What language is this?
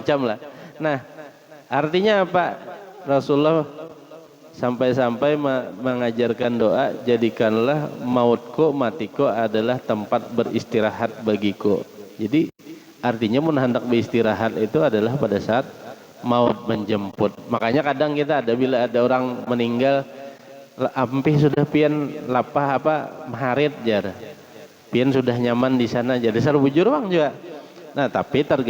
Banjar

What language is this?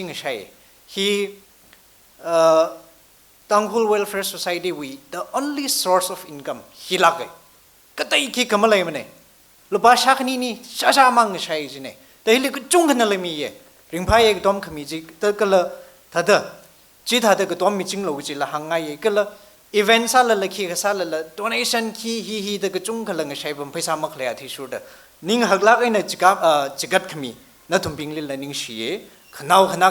Tangkhul Naga (India)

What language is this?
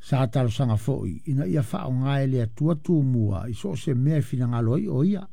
Samoan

